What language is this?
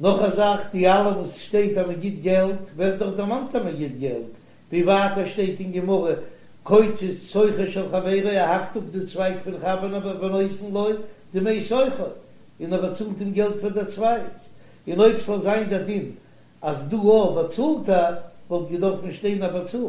Yiddish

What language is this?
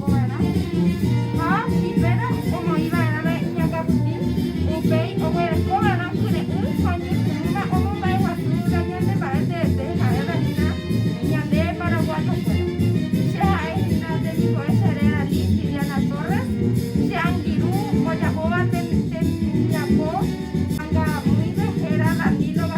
Guarani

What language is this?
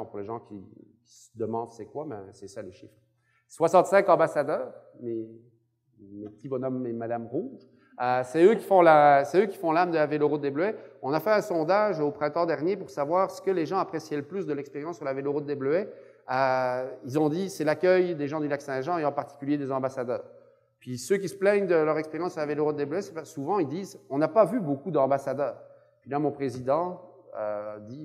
French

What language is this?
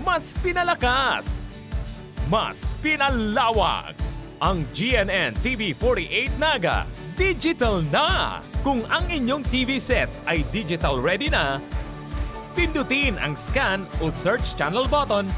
Bikol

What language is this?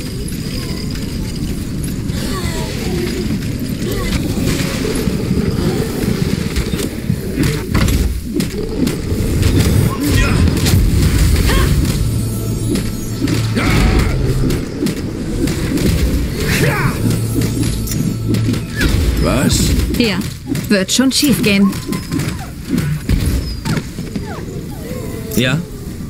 German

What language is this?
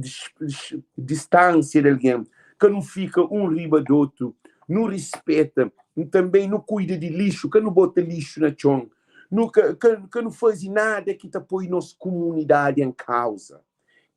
Kabuverdianu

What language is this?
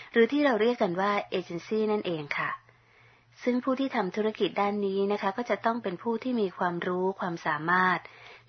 Thai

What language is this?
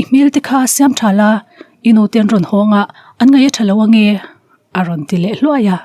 Mizo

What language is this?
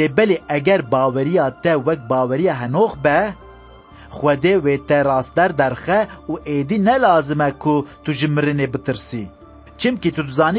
Kurdish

